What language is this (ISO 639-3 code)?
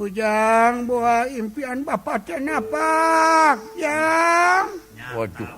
sun